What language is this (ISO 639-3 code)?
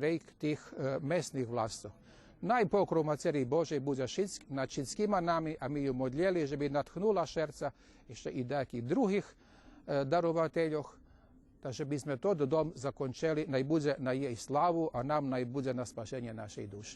rue